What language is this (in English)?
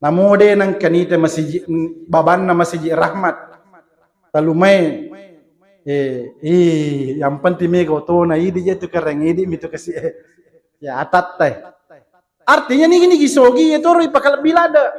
Buginese